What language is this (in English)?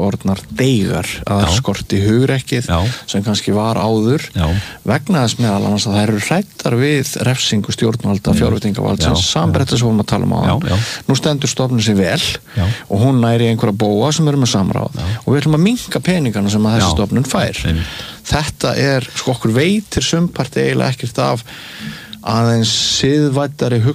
Icelandic